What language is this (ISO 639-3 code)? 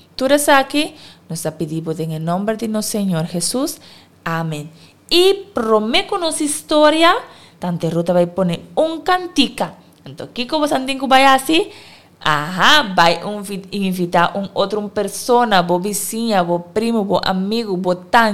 pap